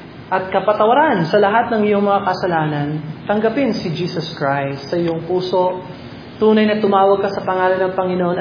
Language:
Filipino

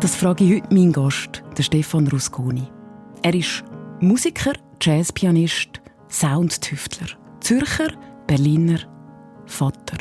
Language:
Swiss German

